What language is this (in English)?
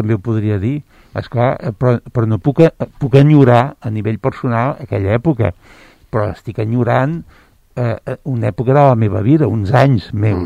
Catalan